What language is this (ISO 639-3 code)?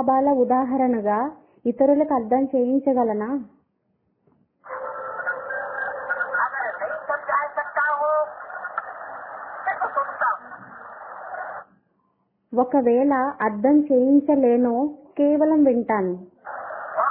tel